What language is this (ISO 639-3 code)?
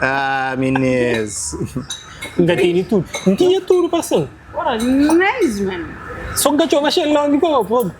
kea